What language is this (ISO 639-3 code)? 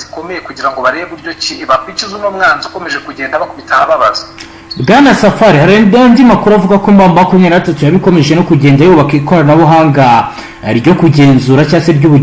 kin